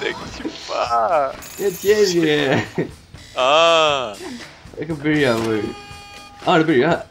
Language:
Faroese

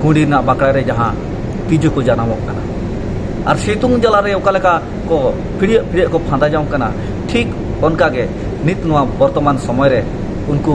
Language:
Santali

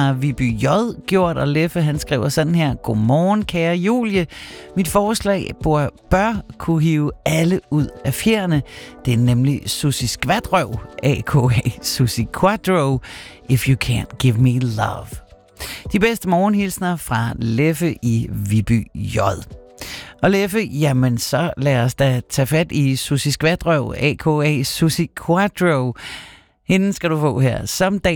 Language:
Danish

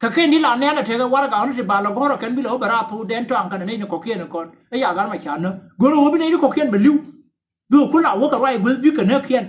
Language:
Nuer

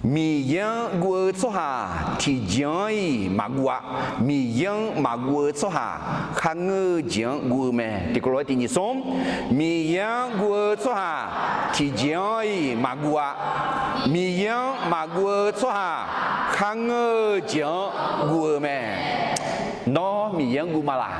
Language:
Akha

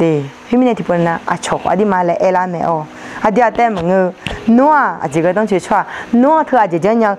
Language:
Akha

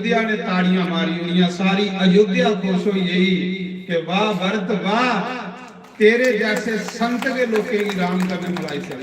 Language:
Dogri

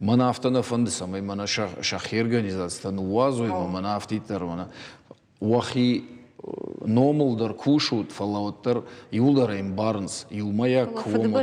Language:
Ossetic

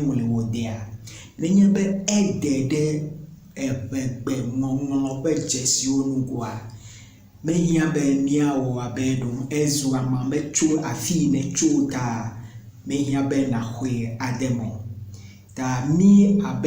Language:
Ewe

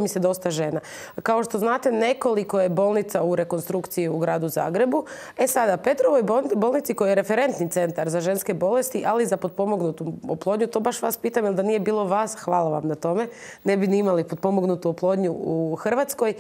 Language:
Croatian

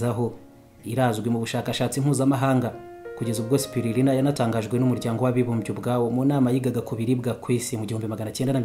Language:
Kinyarwanda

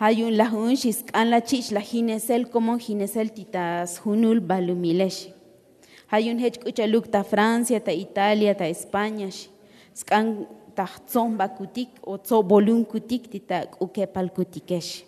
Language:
Tzotzil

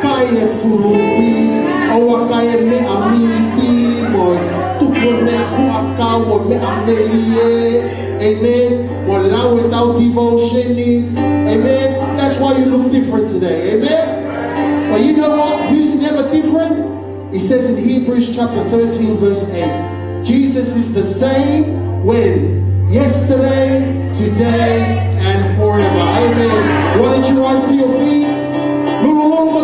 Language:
Tongan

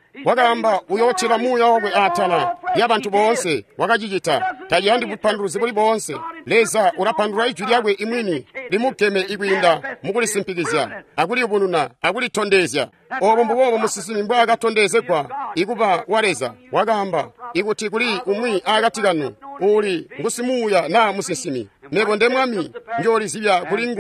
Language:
Tonga (Zambia)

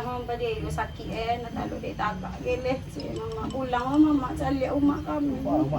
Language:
Minangkabau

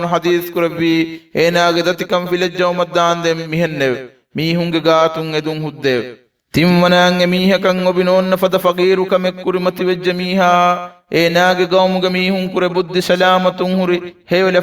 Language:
Divehi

